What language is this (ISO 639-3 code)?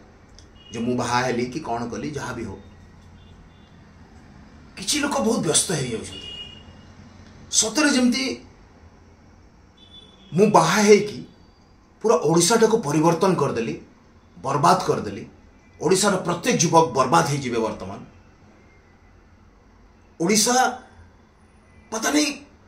ori